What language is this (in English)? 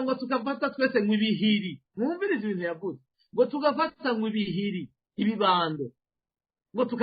Rundi